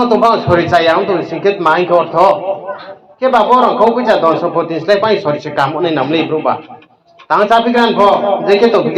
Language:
Riang (India)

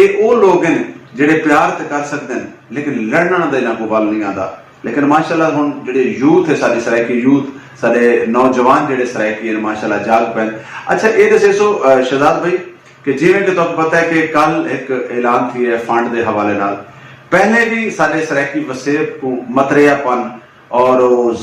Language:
Saraiki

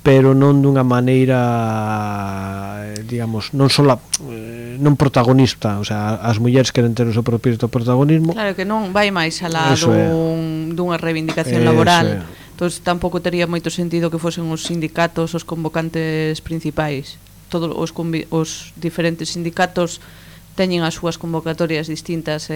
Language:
Galician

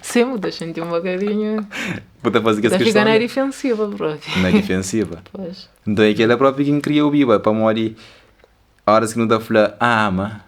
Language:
Kabuverdianu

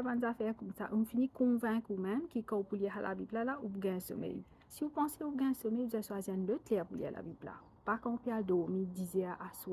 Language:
Morisyen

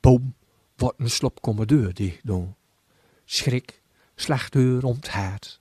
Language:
Gronings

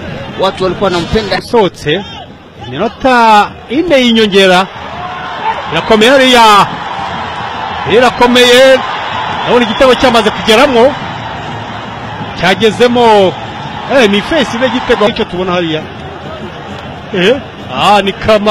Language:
Kinyarwanda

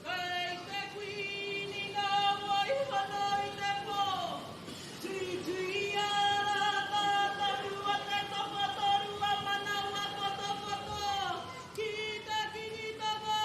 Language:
Māori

